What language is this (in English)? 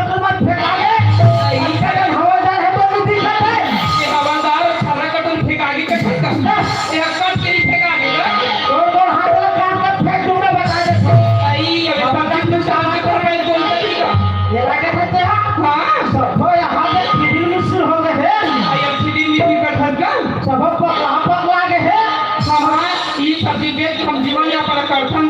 Chhattisgarhi